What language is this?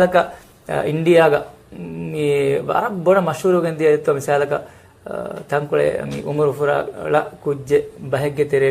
Divehi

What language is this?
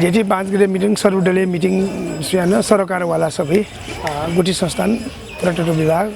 Newari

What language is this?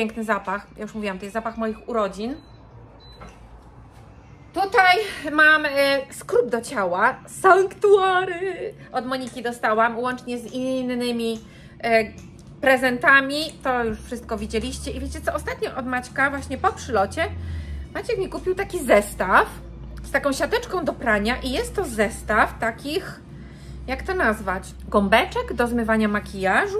Polish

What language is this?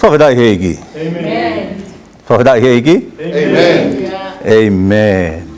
Tongan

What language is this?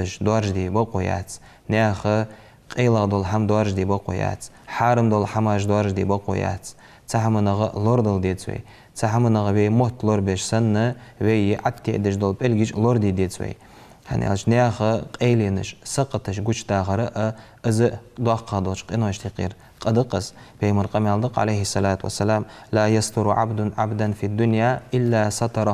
Ingush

